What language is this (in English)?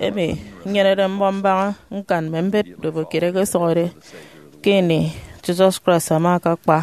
Efik